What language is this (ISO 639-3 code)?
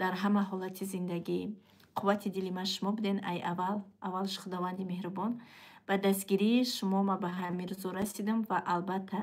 tgk